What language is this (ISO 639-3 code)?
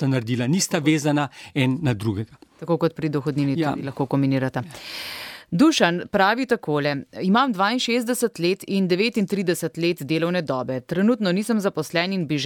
slv